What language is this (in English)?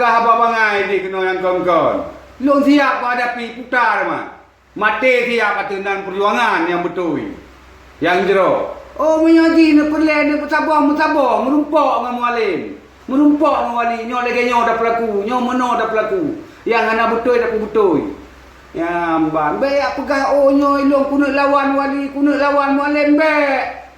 Achinese